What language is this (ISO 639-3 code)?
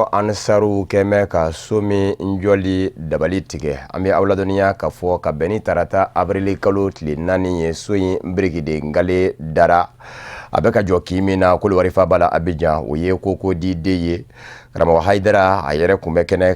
bam